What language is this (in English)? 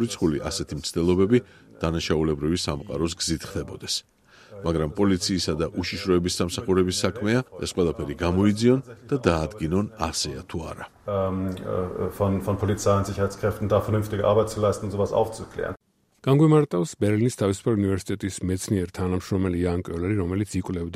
Georgian